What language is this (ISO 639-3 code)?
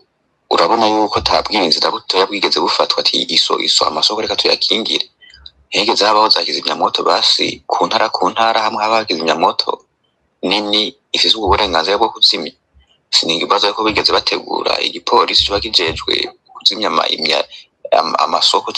run